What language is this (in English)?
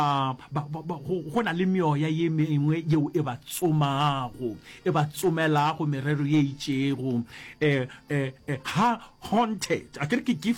Northern Sotho